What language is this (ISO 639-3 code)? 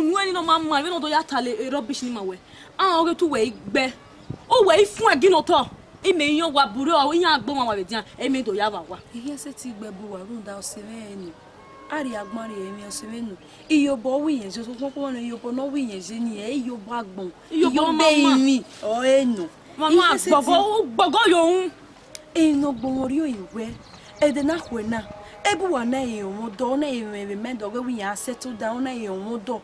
bin